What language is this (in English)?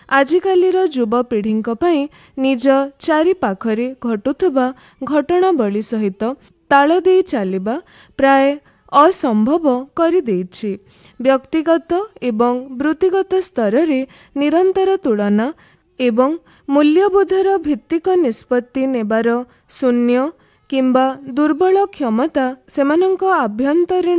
Odia